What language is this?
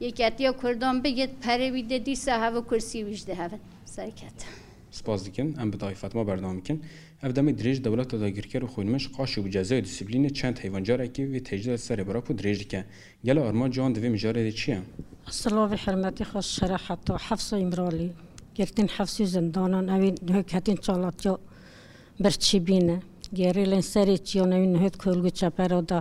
Kurdish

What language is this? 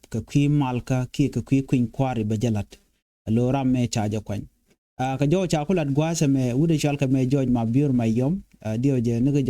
Nuer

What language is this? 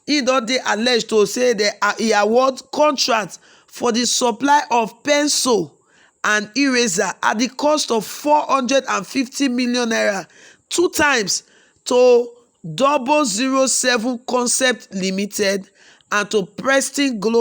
Nigerian Pidgin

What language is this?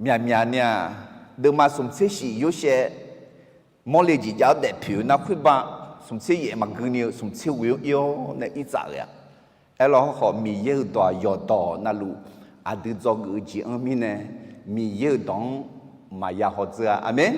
Akha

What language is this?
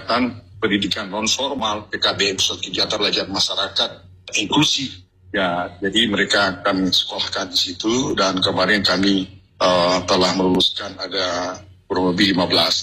Indonesian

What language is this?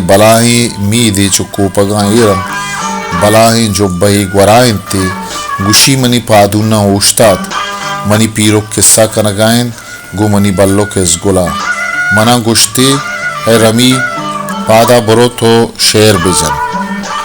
Baluchi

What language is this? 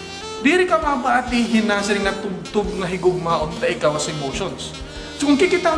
Waray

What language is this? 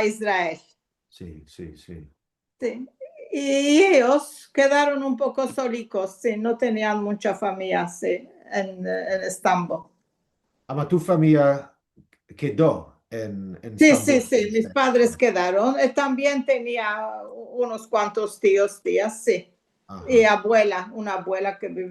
Ladino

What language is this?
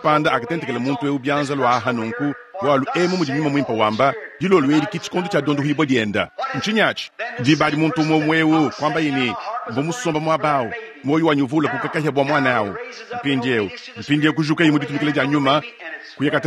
Luba-Lulua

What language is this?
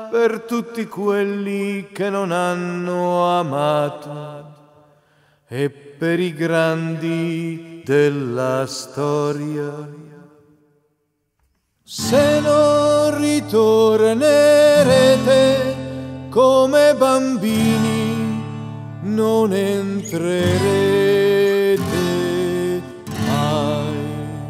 Italian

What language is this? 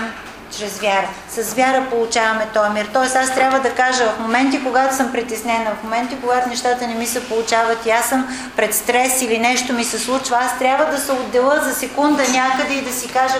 Bulgarian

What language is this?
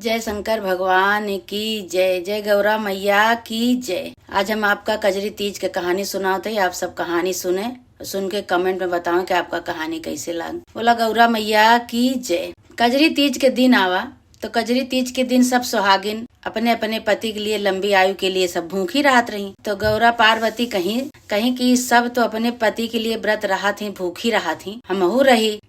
Awadhi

